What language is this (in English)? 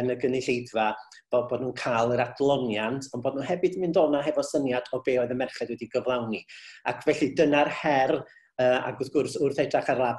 Welsh